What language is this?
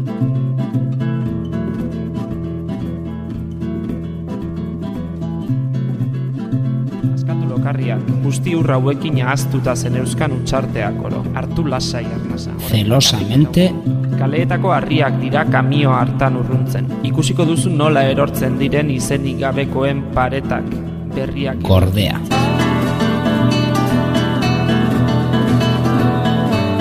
Basque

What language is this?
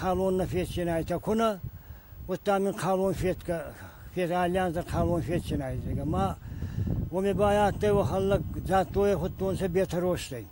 Ossetic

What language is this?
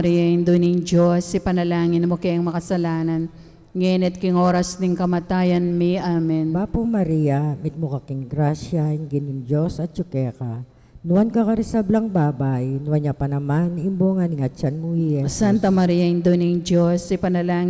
Pampanga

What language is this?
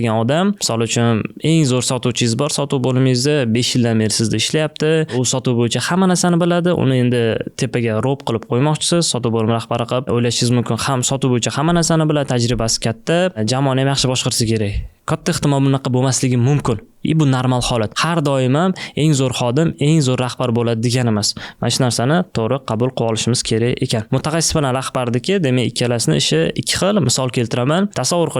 Uzbek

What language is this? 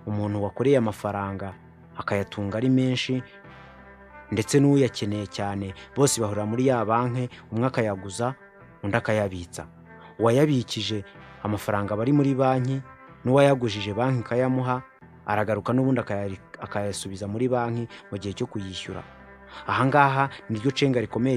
Kinyarwanda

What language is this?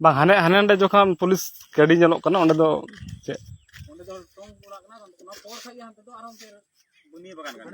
Santali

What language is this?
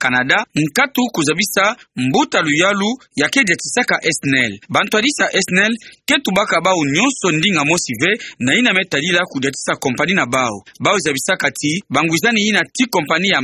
Kituba (Democratic Republic of Congo)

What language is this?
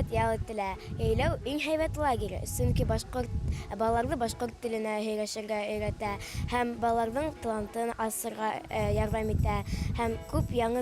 Bashkir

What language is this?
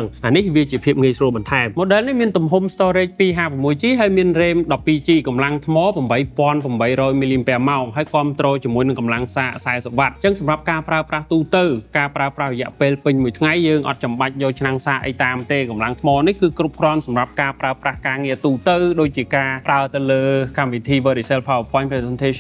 Khmer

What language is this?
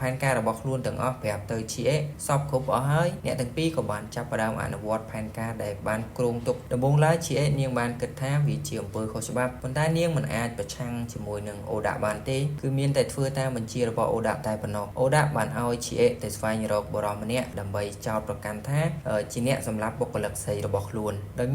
Khmer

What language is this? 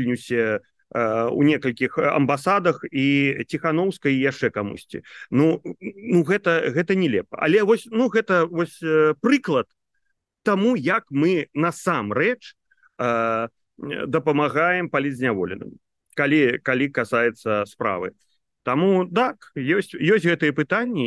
Belarusian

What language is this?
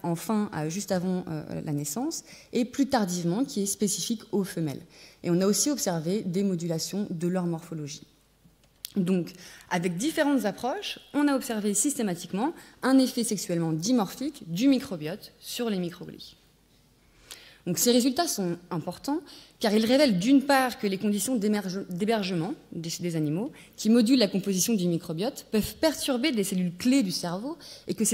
French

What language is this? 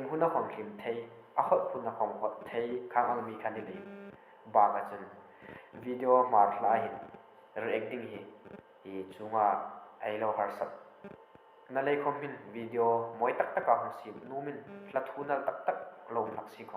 Hmar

